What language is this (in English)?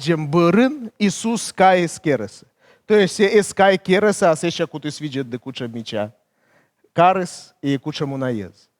Komi